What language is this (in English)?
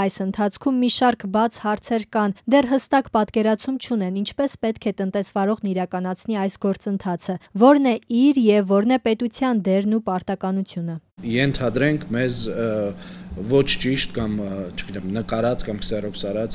Armenian